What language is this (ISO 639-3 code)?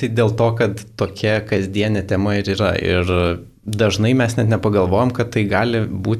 lit